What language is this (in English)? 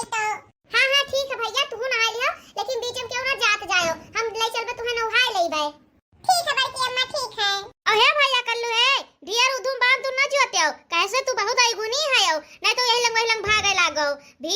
Awadhi